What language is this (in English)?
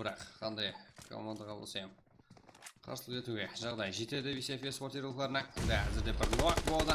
Kara-Kalpak